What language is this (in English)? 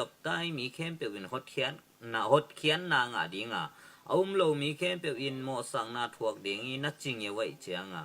Tedim Chin